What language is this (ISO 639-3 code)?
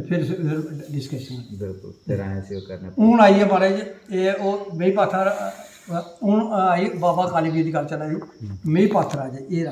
doi